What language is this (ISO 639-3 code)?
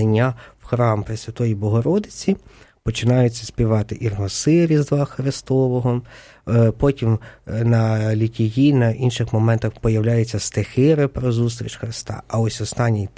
ukr